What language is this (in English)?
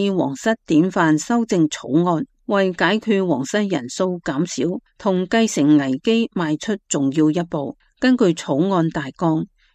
Cantonese